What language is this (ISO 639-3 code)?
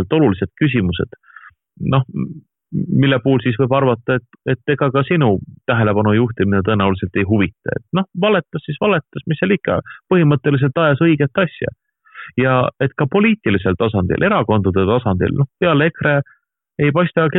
est